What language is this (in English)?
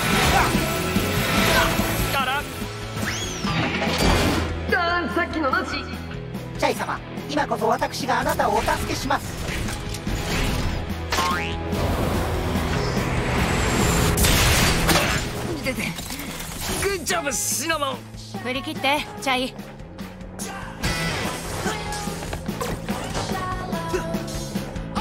Japanese